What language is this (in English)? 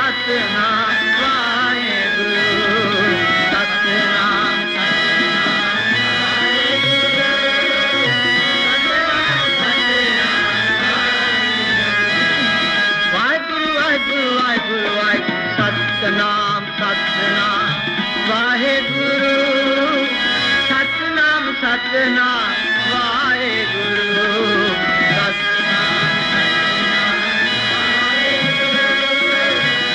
Punjabi